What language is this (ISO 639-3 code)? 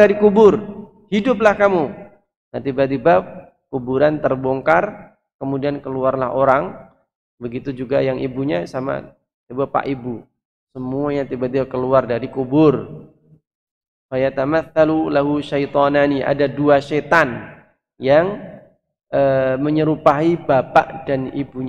ind